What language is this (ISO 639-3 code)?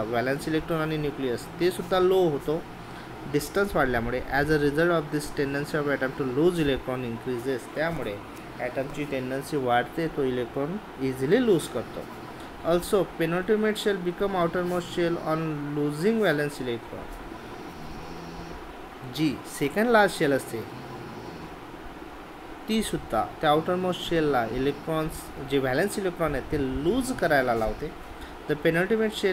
mar